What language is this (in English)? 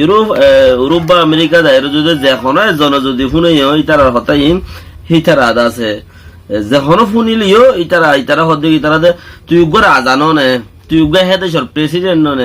Rohingya